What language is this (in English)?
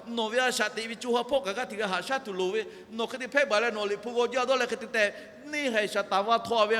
Lahu